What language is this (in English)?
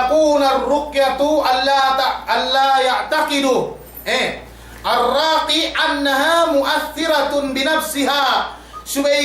Yakan